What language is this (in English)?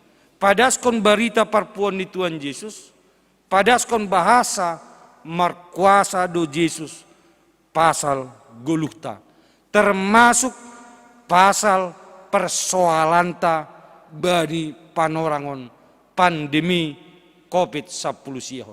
Batak Simalungun